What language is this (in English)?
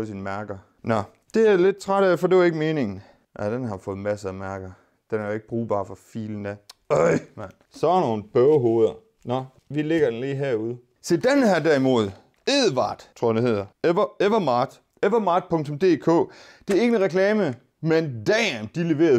Danish